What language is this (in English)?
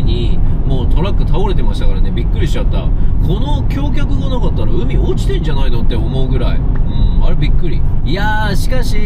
Japanese